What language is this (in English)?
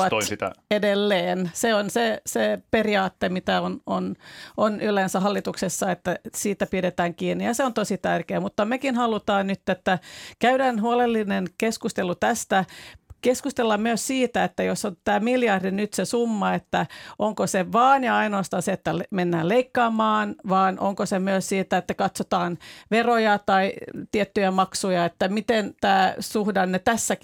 Finnish